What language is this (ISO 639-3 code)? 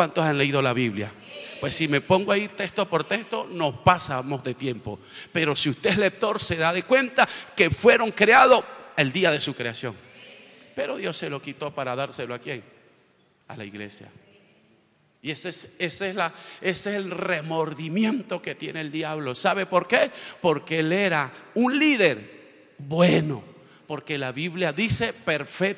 spa